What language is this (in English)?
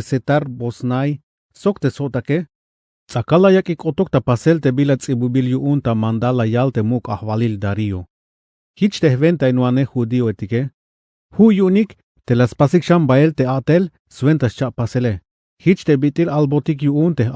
Tzeltal